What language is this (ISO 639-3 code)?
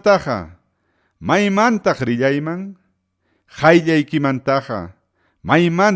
quy